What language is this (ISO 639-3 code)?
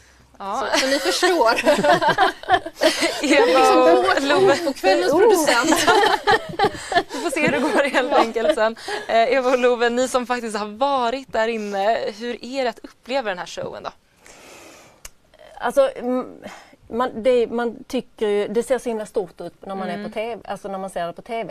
swe